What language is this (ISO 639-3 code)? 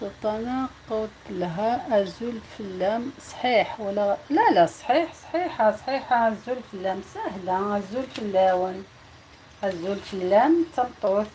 arq